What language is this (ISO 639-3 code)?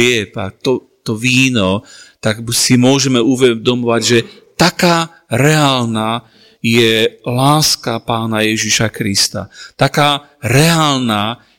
slk